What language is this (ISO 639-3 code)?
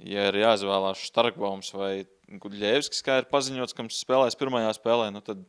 lav